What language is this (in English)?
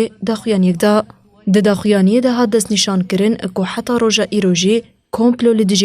Kurdish